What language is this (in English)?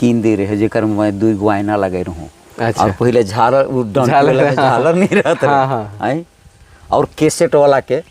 Sadri